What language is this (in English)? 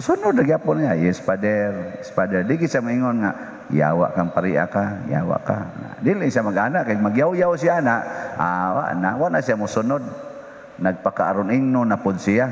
Cebuano